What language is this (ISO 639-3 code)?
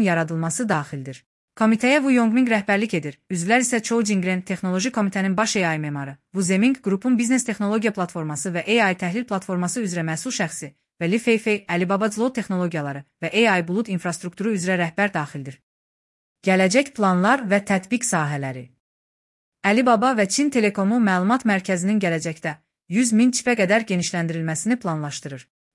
aze